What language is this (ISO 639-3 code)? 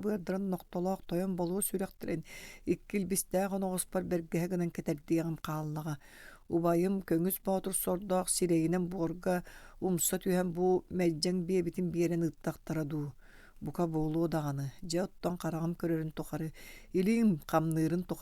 sah